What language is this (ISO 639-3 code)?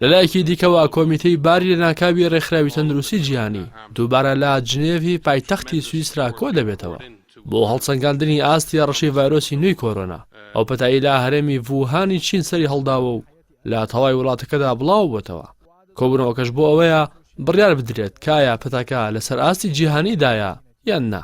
ckb